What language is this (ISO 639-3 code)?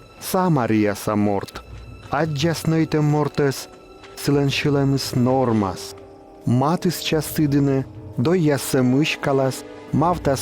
kom